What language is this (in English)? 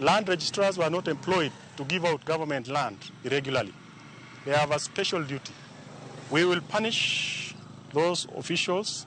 Luo (Kenya and Tanzania)